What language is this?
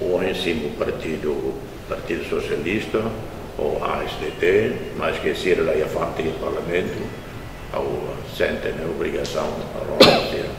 Tetum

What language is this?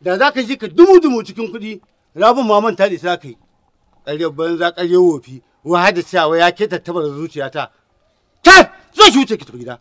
Hausa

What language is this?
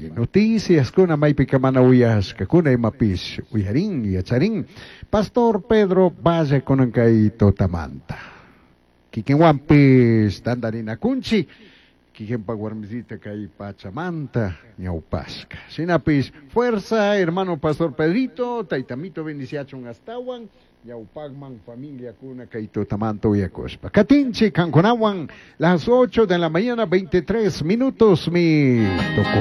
Chimborazo Highland Quichua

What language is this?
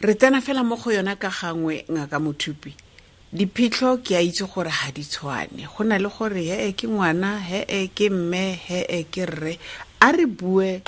Tswana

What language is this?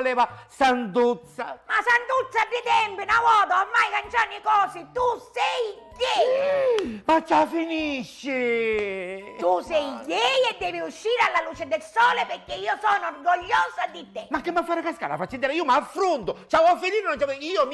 Sicilian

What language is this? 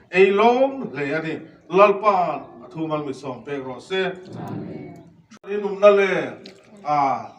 Hmar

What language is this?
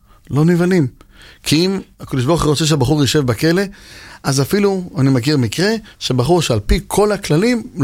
Hebrew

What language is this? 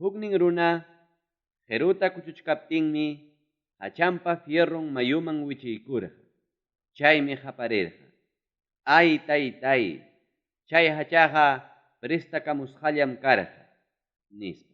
Ayacucho Quechua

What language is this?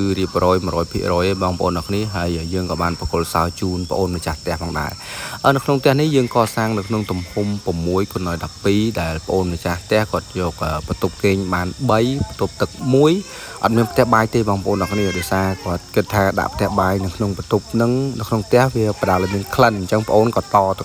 Khmer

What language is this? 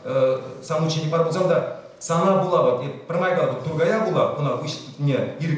Chuvash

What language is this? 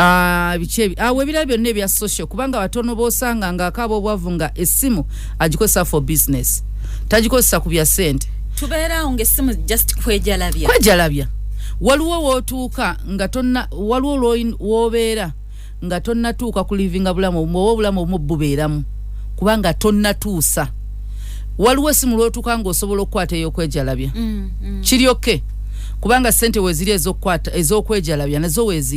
Ganda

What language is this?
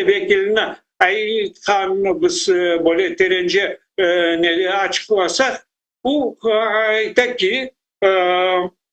Crimean Tatar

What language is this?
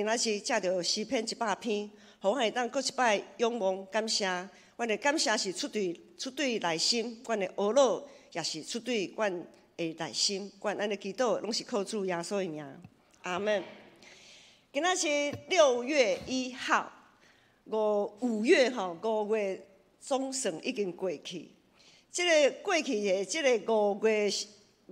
Min Nan Chinese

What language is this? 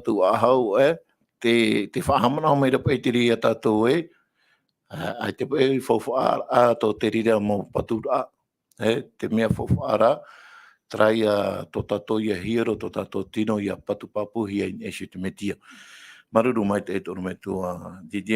Tahitian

